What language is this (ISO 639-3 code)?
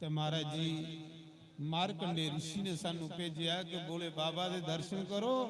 doi